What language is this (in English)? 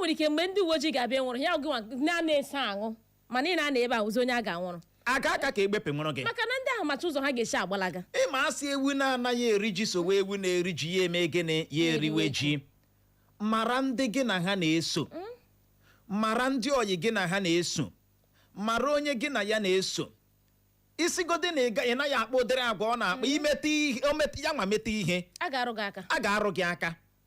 Igbo